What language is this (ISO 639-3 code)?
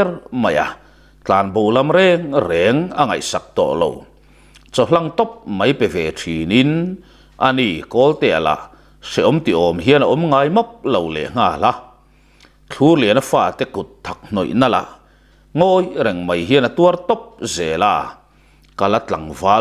lus